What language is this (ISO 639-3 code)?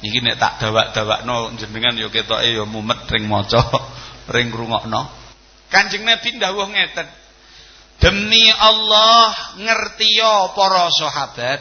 jav